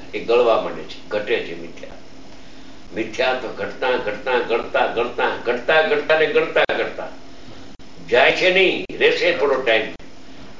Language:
Gujarati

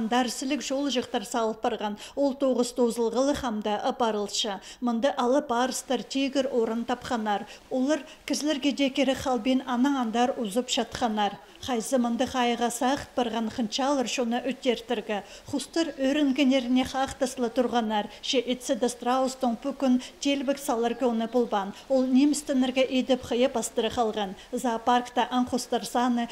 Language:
Khakas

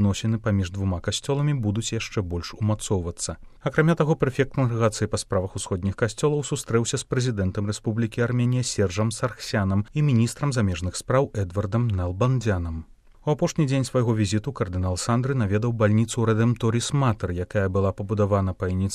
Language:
Belarusian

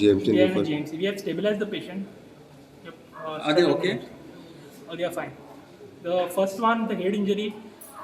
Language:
Konkani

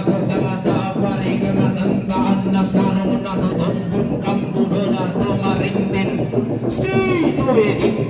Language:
Toraja-Sa'dan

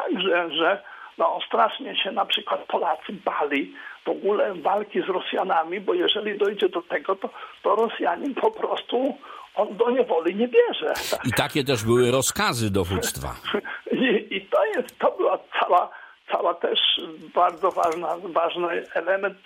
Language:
Polish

